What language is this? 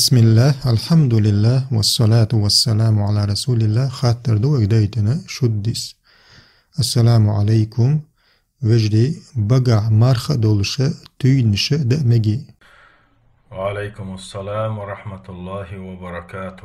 Chechen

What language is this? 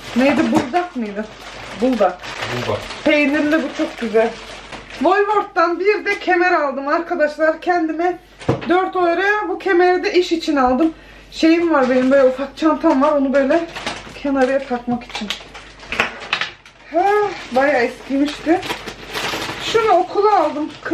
Turkish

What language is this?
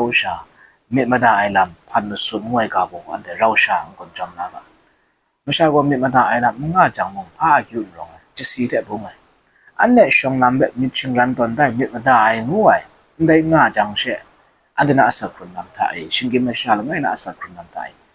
Kachin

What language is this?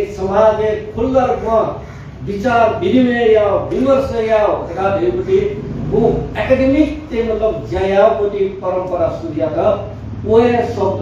Newari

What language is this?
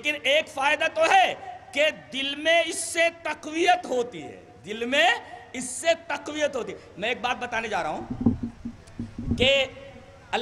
Urdu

